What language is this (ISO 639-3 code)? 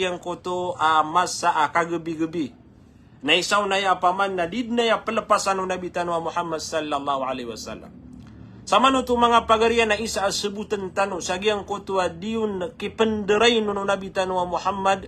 mrw